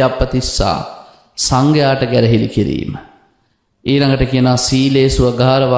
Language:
Sinhala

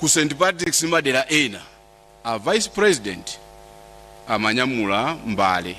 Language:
Nyanja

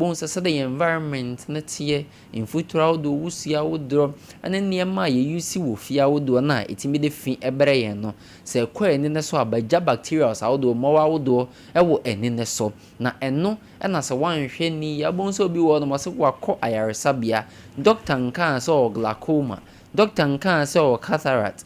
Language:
Akan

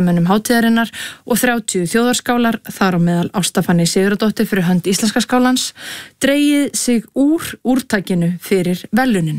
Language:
Icelandic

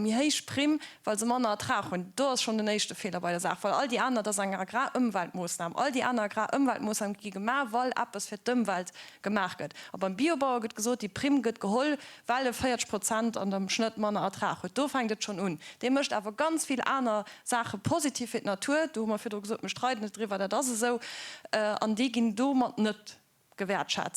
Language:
Luxembourgish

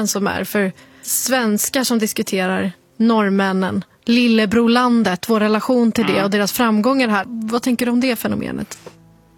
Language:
Swedish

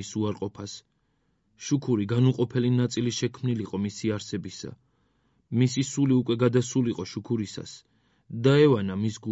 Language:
Georgian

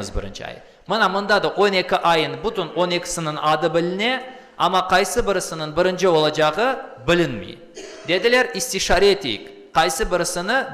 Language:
Crimean Tatar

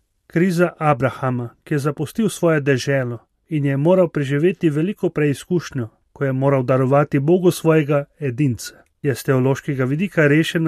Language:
Slovenian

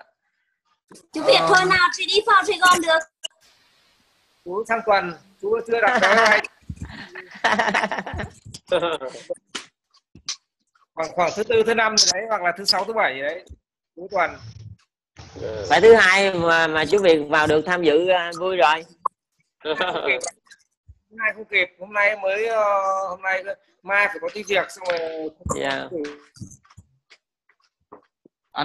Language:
Vietnamese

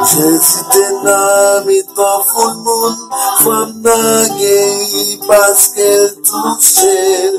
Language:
Haitian Creole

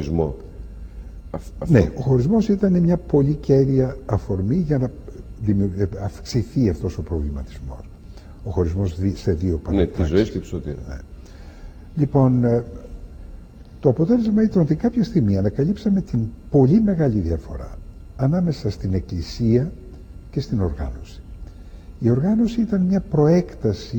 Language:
Greek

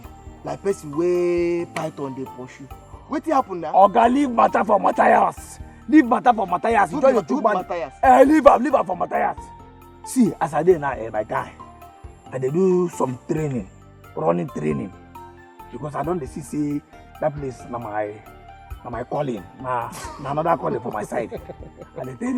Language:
Nigerian Pidgin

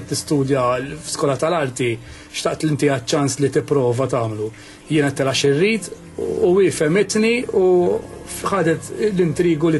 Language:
Maltese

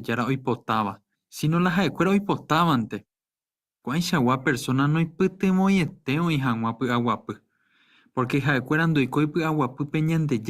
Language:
Guarani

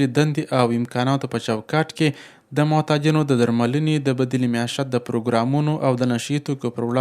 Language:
Pashto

